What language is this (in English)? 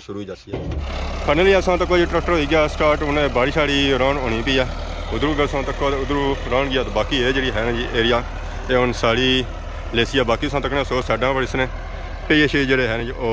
Pahari-Potwari